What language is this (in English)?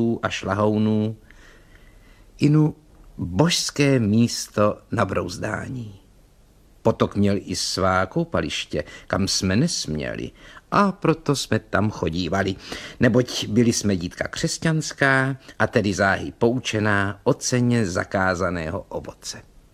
Czech